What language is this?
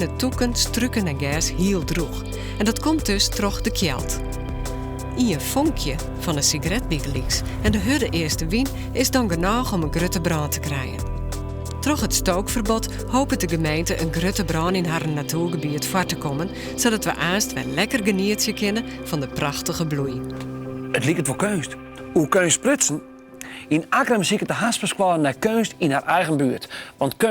Western Frisian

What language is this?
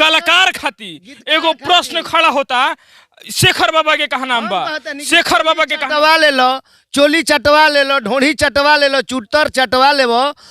Bhojpuri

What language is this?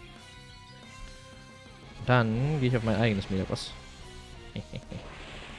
German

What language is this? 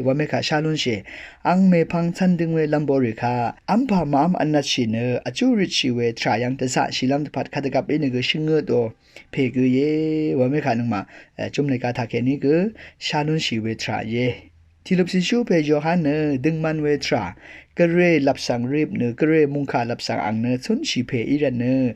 Rawang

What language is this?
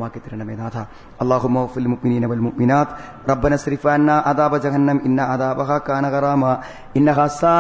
Malayalam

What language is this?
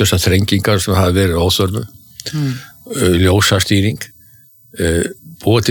Icelandic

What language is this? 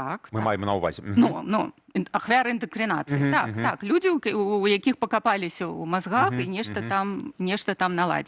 Belarusian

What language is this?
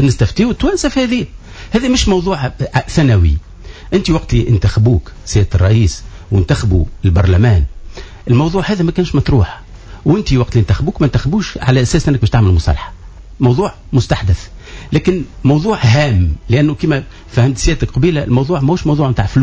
Tunisian Arabic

